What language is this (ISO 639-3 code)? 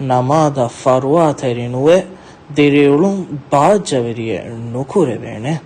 div